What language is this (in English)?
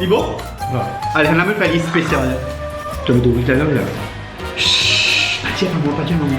Morisyen